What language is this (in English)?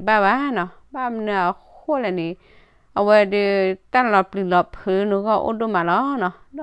S'gaw Karen